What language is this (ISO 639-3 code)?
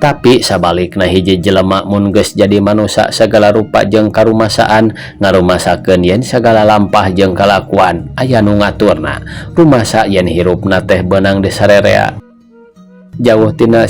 sun